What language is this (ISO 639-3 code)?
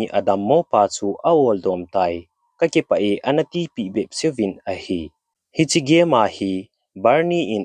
tcz